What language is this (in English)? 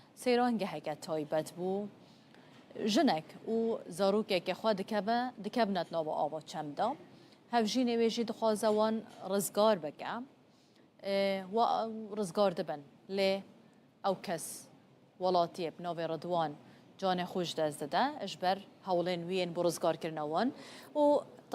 Kurdish